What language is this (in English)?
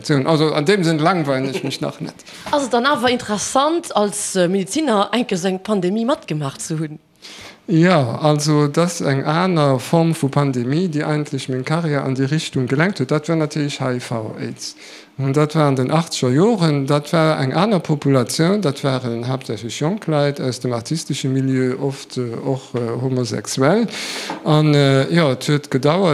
Luxembourgish